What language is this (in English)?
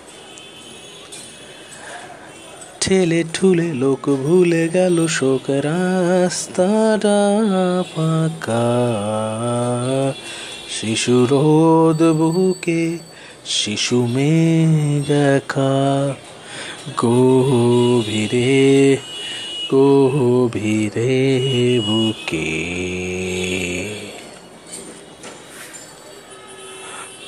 Bangla